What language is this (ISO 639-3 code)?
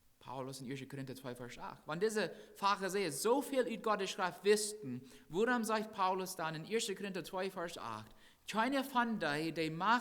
pdt